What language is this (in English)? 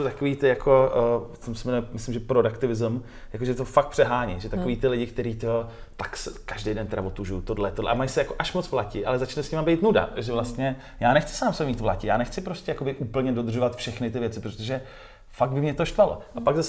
Czech